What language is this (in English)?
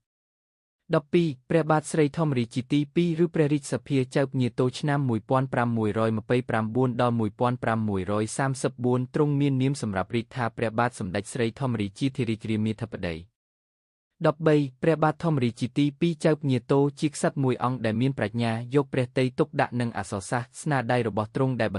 Khmer